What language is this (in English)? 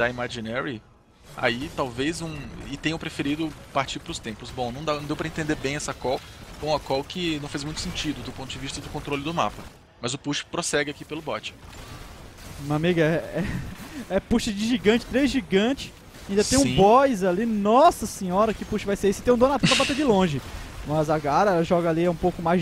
Portuguese